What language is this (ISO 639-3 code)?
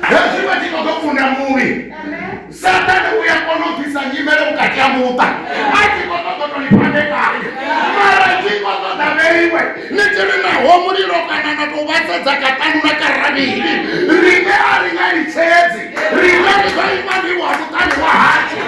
ven